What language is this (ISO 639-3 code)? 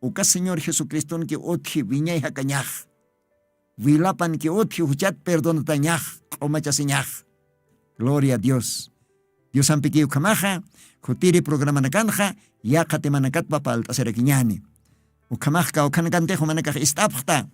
aym